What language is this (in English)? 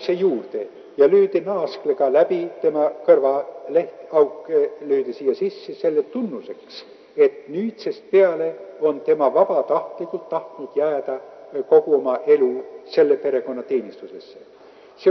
Estonian